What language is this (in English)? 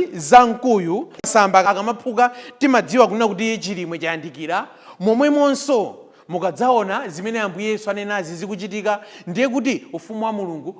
Nyanja